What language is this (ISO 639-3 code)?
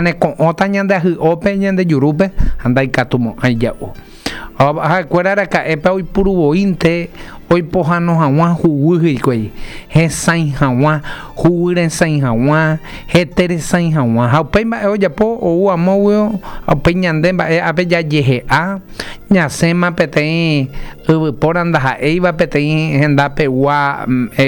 grn